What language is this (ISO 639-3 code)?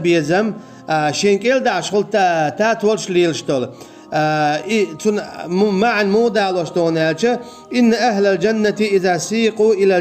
che